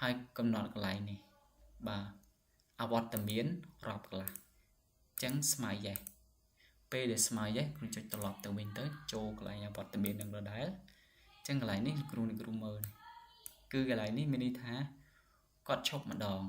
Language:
Khmer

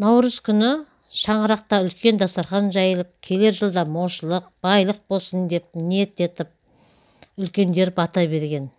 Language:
Kazakh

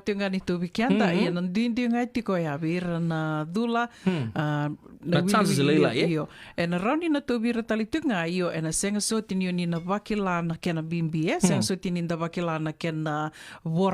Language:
Fijian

